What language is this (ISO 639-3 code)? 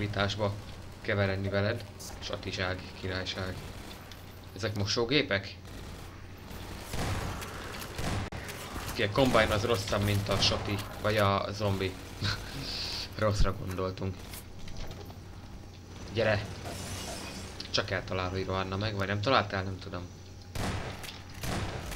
hun